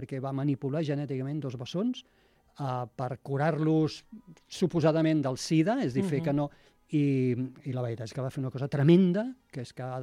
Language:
Catalan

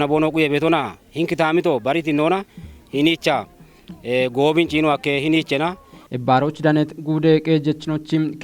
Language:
Kafa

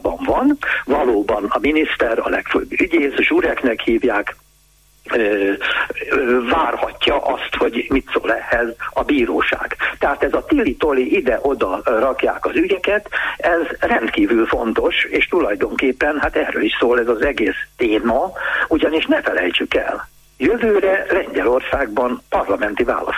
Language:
Hungarian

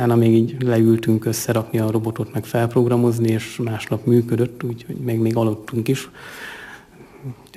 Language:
Hungarian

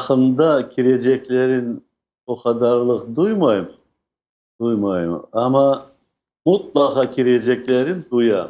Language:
Crimean Tatar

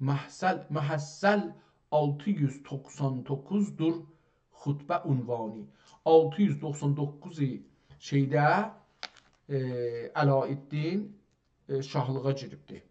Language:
South Azerbaijani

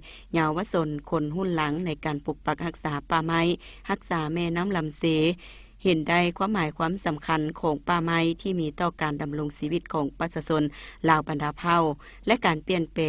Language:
Lao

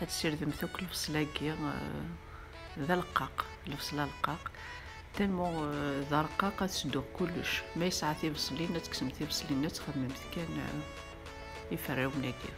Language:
Kabyle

